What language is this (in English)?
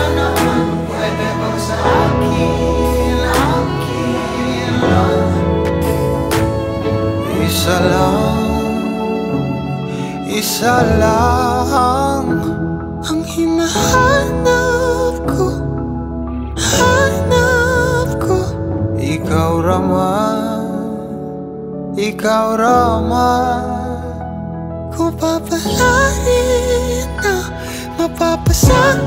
Filipino